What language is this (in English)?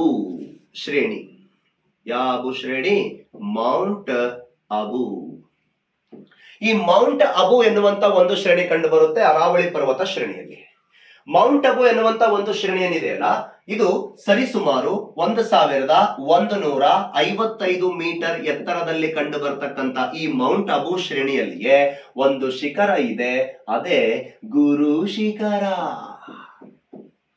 Kannada